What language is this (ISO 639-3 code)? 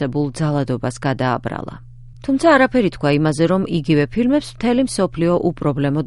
kat